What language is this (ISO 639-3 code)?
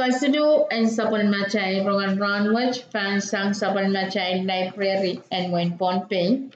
pon